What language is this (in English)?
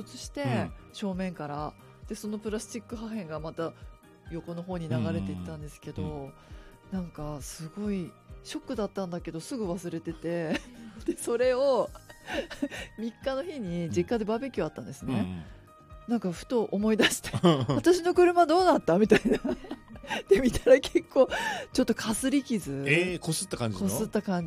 Japanese